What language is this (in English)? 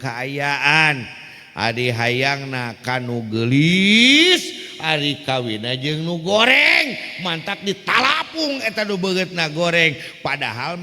Sundanese